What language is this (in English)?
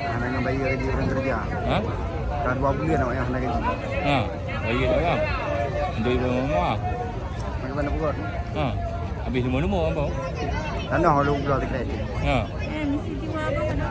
Achinese